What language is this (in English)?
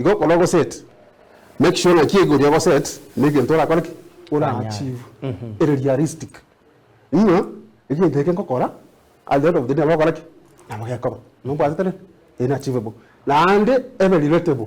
Gusii